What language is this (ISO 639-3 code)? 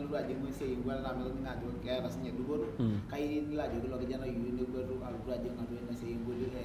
mas